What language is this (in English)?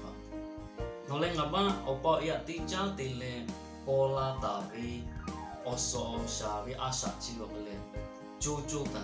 Lahu